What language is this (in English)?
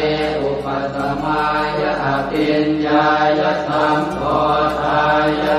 Pali